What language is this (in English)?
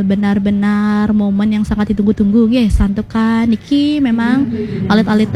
Balinese